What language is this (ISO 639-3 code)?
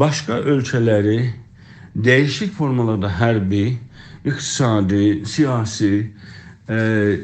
azb